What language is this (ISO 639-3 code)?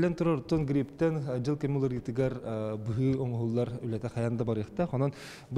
sah